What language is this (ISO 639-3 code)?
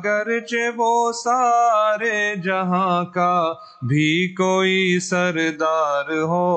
urd